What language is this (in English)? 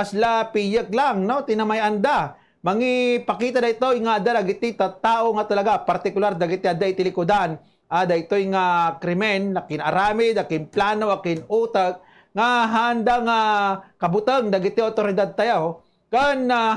Iloko